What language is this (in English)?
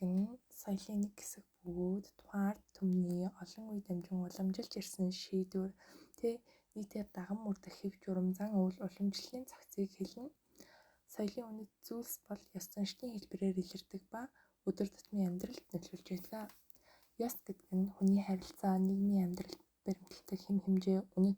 Mongolian